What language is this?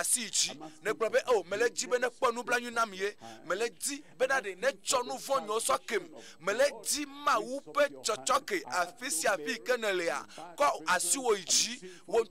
Ewe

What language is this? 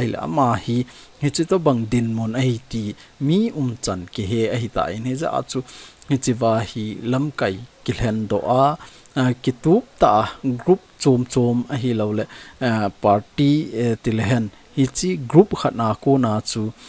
Thado Chin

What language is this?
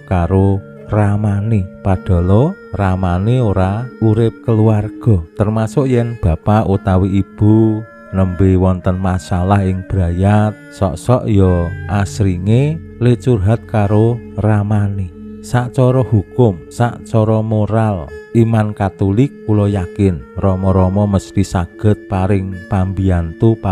Javanese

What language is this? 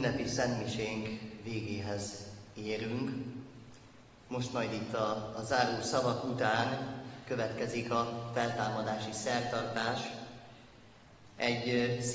Hungarian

